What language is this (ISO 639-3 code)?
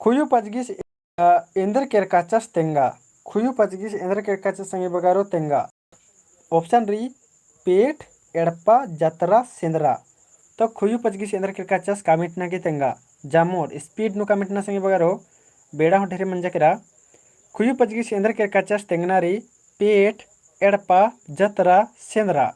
kru